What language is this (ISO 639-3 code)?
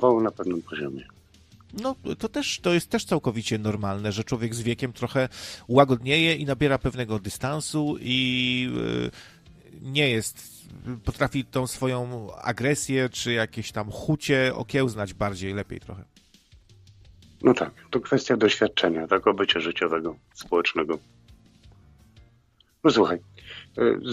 pol